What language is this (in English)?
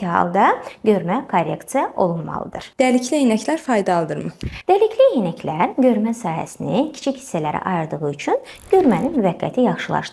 Azerbaijani